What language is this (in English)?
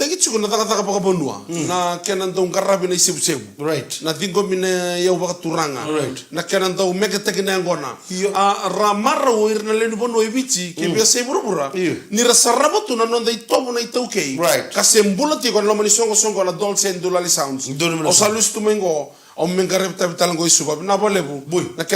Fijian